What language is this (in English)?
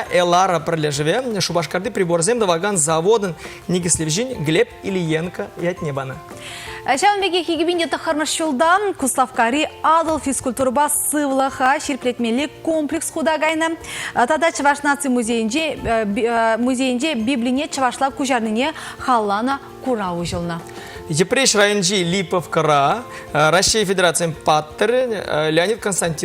Chuvash